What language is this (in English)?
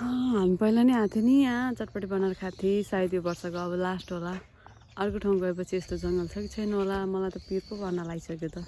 Nepali